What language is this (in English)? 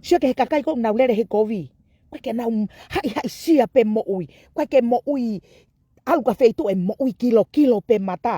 Tongan